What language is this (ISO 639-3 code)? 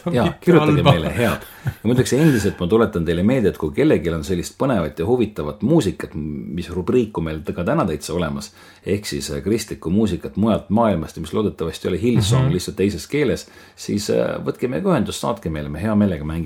est